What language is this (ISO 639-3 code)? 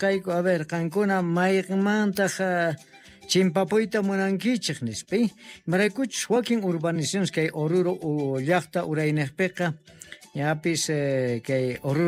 quh